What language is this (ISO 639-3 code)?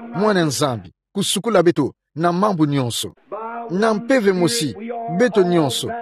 ktu